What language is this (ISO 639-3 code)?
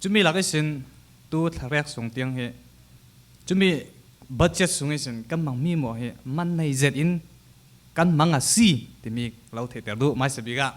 cfm